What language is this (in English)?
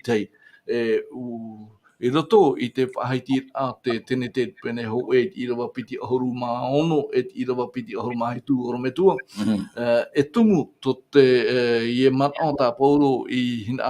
Tahitian